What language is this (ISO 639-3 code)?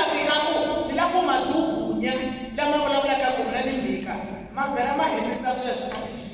tso